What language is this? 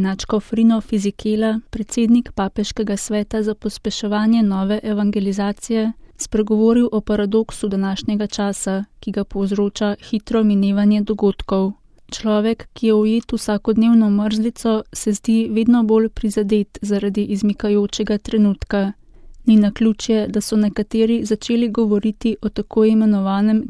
Slovenian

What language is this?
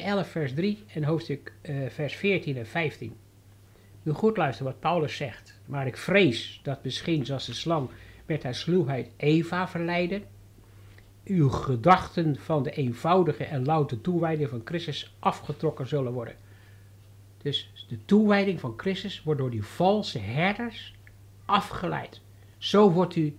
Dutch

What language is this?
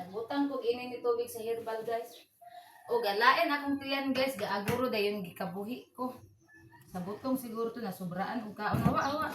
Cebuano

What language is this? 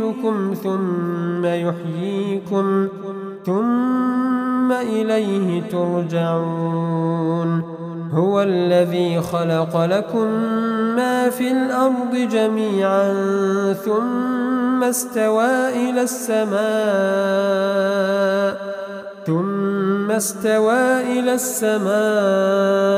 Arabic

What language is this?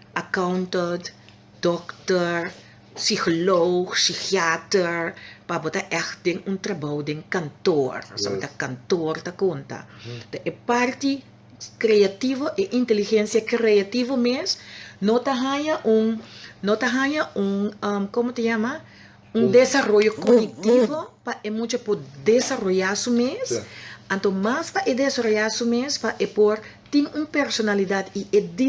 Papiamento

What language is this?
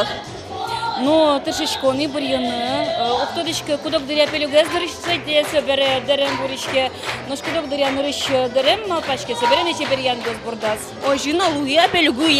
Udmurt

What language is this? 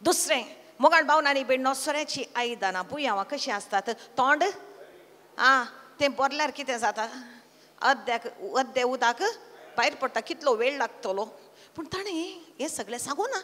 Konkani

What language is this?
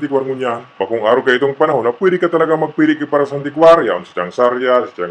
Bikol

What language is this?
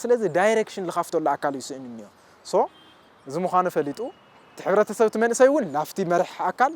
Tigrinya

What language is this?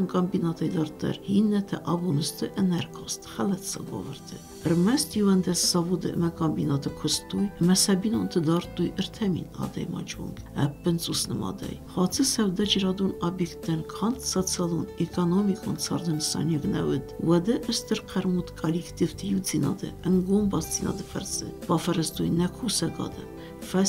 Ossetic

